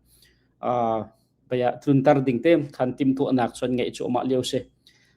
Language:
Hakha Chin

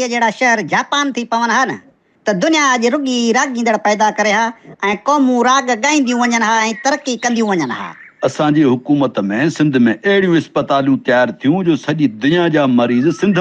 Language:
Sindhi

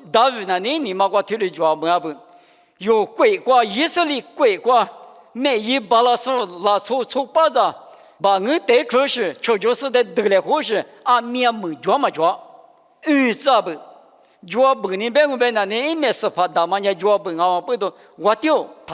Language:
Lisu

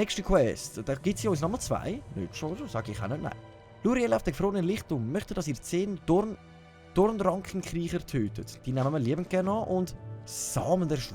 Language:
Swiss German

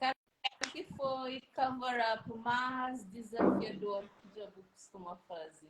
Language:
Kabuverdianu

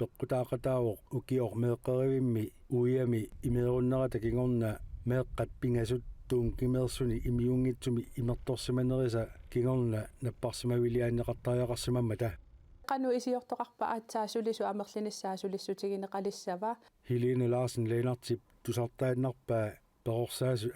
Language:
Kalaallisut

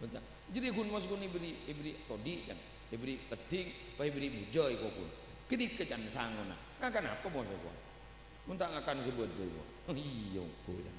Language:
Madurese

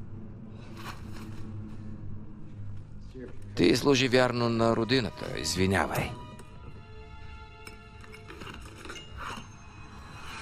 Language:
Bulgarian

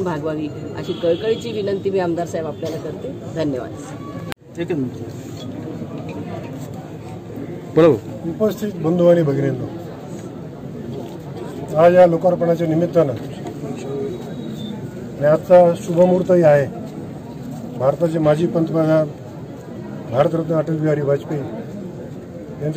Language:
Marathi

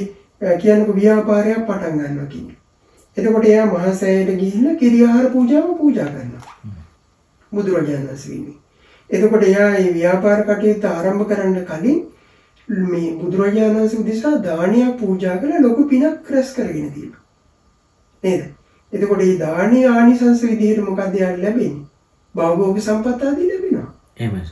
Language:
Sinhala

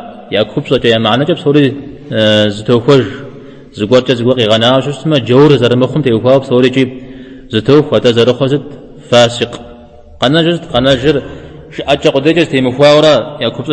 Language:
Kabardian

